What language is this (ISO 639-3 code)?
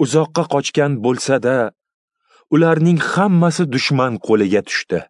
uzb